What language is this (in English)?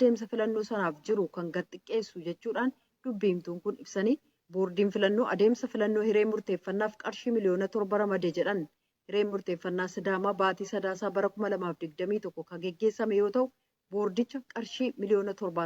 Oromo